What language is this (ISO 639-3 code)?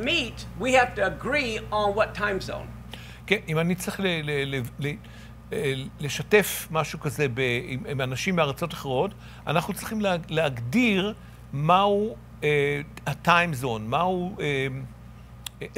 heb